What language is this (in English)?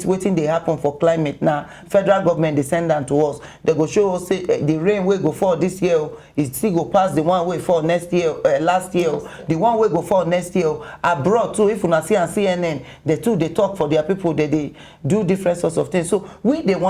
Nigerian Pidgin